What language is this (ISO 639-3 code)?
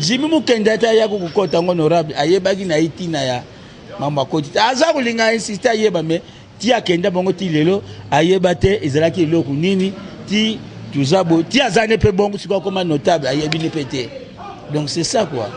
lin